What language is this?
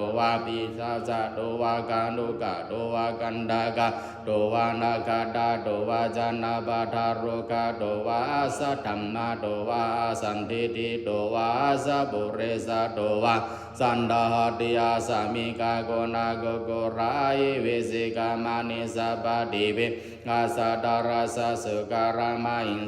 Pali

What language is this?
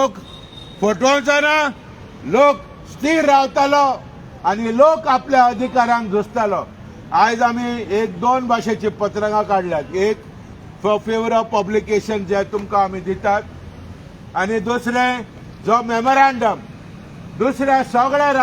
Konkani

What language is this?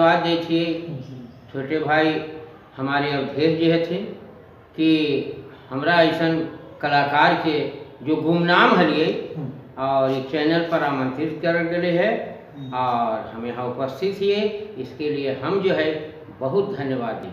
Magahi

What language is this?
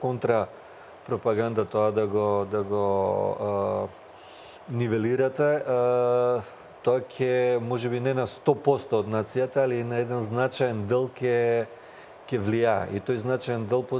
Macedonian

